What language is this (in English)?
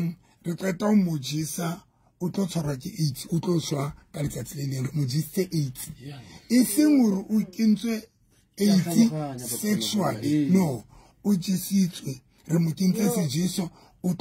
Southern Sotho